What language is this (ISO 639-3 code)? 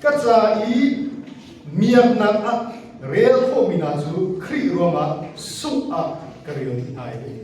cnh